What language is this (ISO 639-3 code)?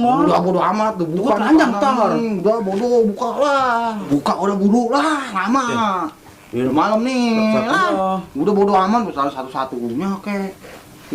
bew